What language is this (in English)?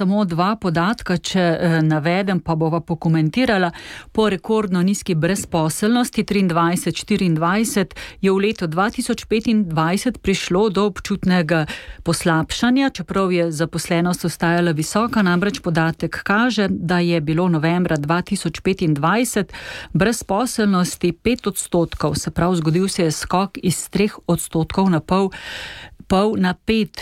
Slovenian